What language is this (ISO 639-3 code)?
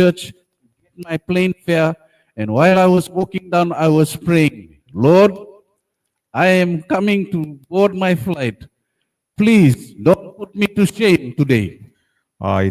gil